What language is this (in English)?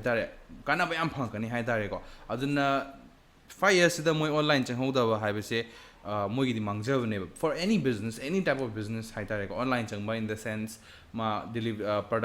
Manipuri